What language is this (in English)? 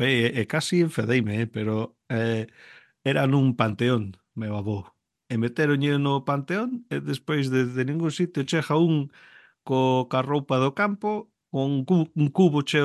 Galician